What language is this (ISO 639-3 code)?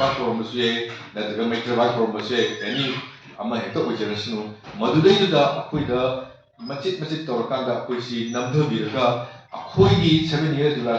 mni